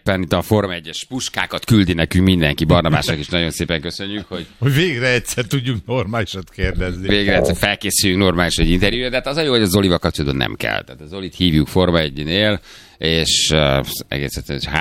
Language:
Hungarian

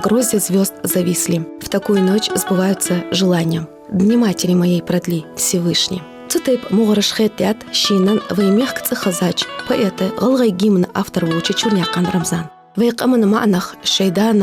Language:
Ingush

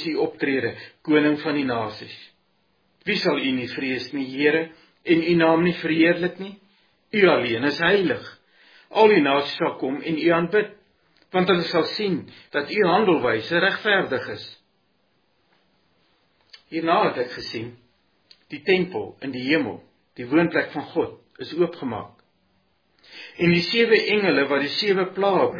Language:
Afrikaans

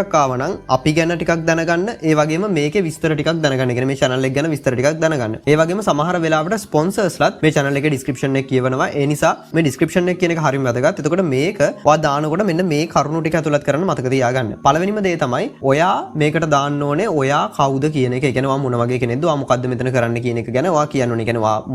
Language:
Sinhala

